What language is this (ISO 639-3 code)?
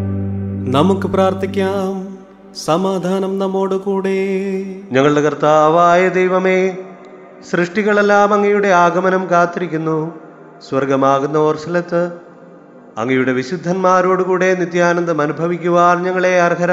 mal